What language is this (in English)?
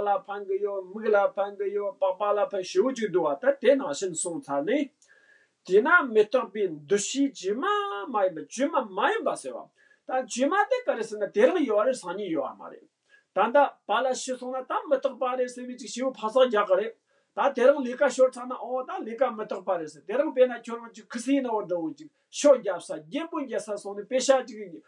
Tibetan